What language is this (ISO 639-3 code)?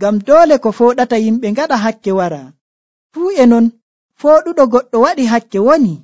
fuv